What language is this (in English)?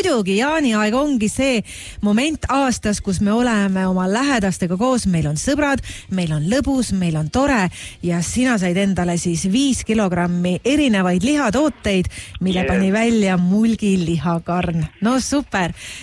Estonian